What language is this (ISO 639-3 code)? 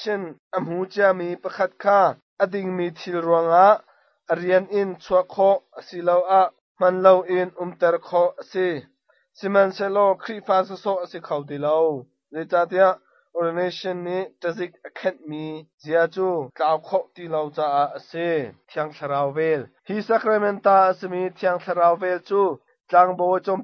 cnh